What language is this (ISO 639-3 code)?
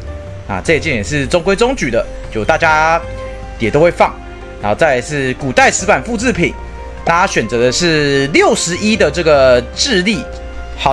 zho